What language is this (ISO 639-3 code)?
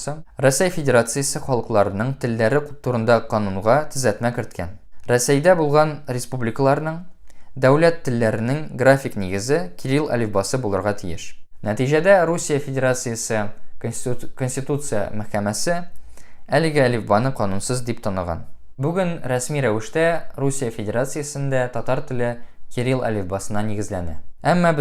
tat